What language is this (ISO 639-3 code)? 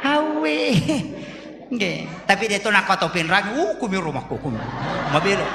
bug